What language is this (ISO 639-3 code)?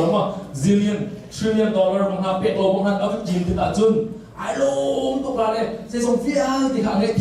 cnh